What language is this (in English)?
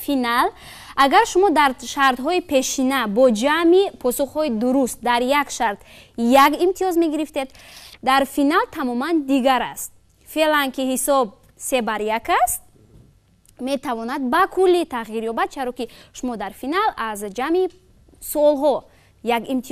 Tajik